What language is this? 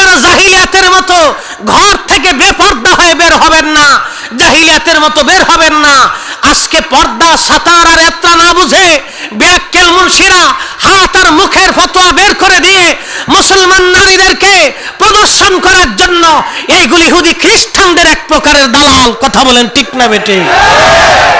Bangla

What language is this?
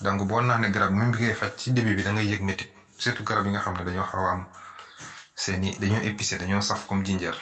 Wolof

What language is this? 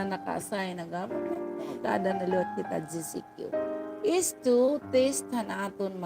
Waray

